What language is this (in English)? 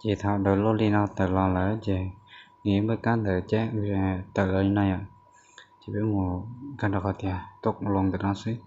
Hmong